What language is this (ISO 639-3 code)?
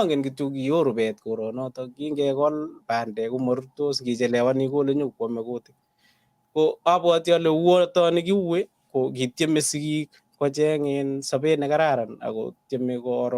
kln